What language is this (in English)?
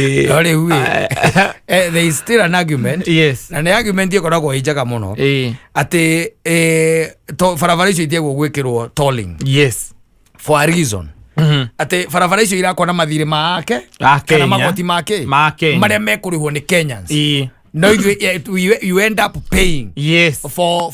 Kikuyu